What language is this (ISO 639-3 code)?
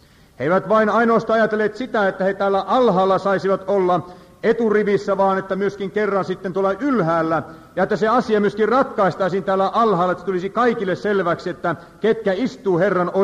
fin